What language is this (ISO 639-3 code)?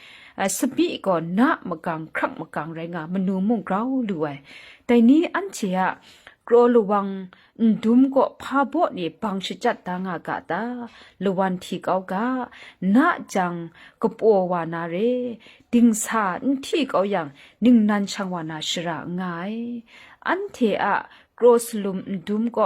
kac